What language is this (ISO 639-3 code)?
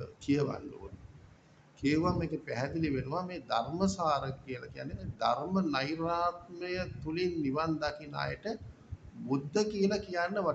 sin